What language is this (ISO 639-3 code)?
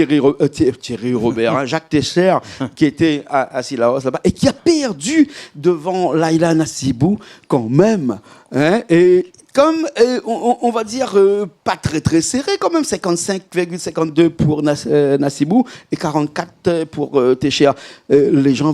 rcf